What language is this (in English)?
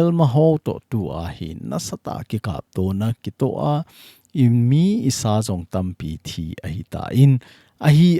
Thado Chin